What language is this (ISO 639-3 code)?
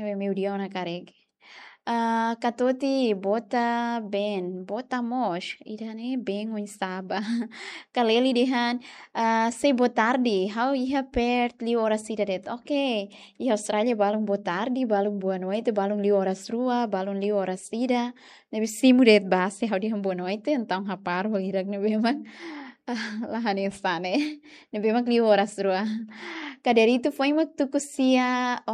tet